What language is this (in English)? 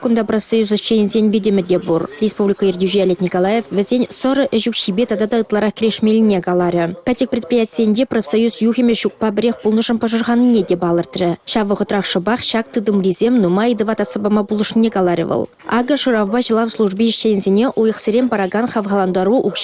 Chuvash